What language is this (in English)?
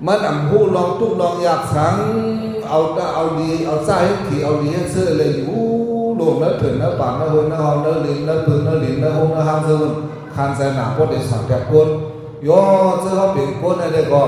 Shan